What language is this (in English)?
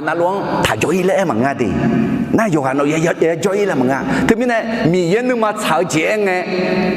Akha